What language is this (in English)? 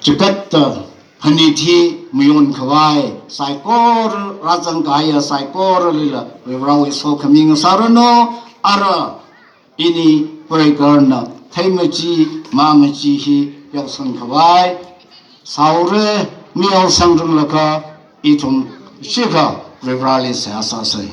Tangkhul Naga (India)